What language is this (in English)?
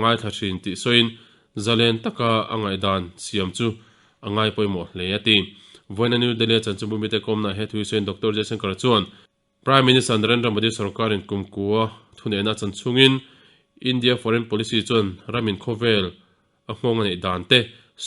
Mizo